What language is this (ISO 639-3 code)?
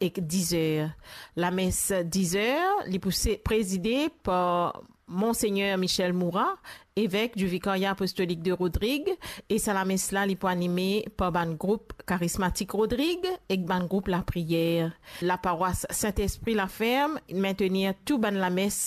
mfe